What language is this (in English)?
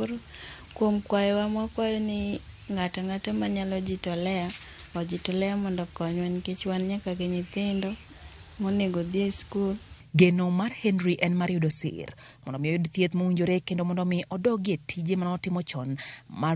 Luo (Kenya and Tanzania)